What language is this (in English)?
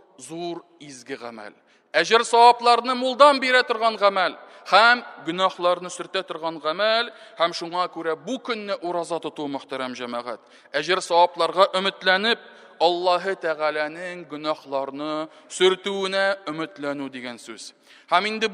Tatar